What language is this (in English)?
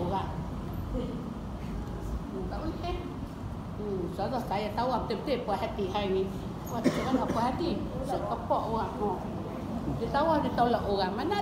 Malay